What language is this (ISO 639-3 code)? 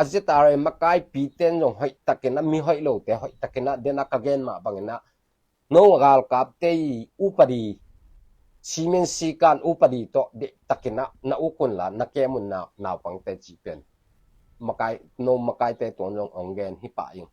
ctd